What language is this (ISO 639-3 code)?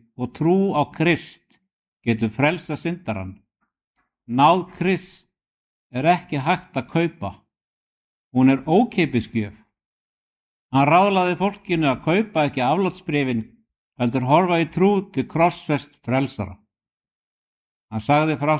isl